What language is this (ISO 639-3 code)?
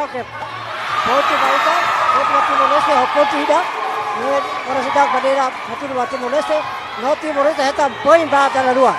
tet